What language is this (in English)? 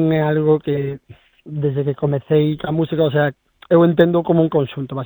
Galician